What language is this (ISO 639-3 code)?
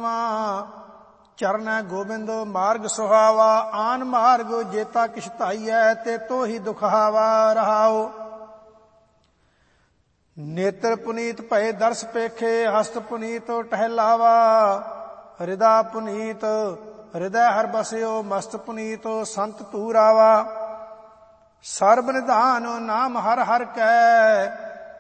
pan